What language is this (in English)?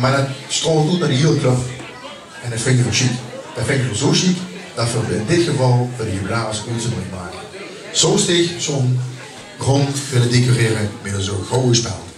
Limburgish